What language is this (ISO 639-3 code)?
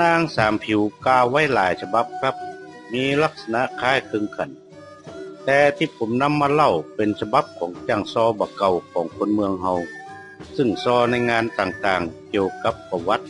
nod